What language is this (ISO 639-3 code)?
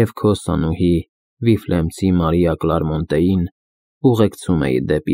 hye